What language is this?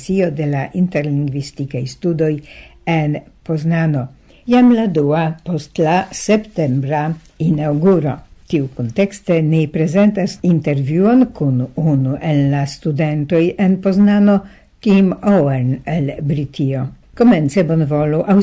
Esperanto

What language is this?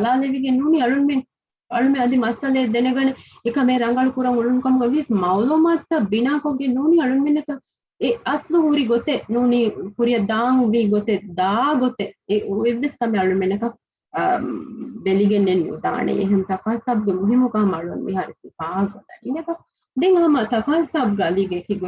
Divehi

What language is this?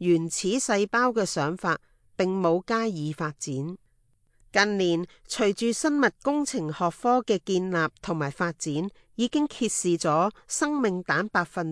Cantonese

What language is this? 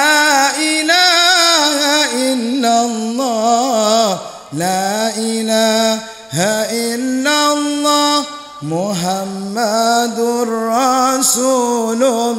Madurese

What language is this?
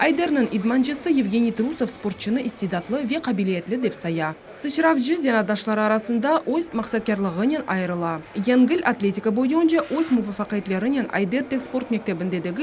Crimean Tatar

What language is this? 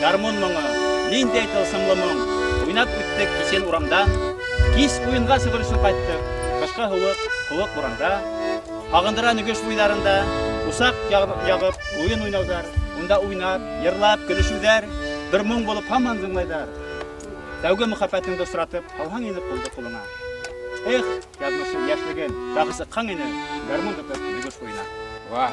Bashkir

